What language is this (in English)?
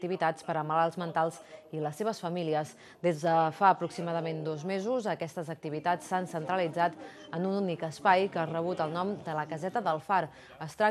Catalan